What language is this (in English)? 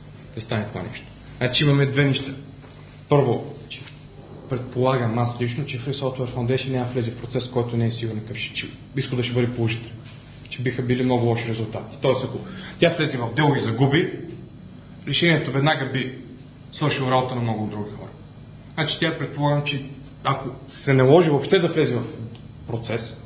Bulgarian